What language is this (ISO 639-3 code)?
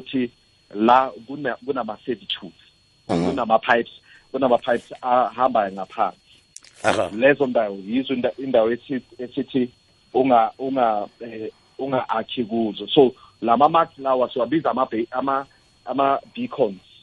nbl